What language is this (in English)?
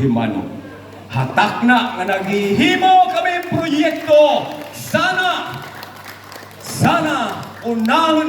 Waray